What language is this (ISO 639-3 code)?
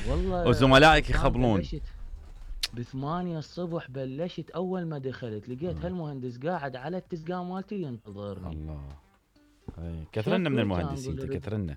acm